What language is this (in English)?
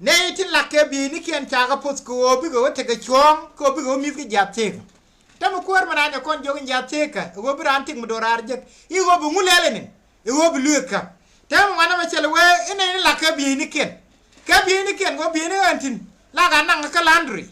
Nuer